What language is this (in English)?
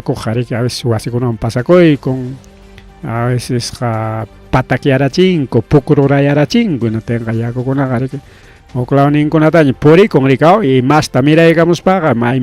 Ayacucho Quechua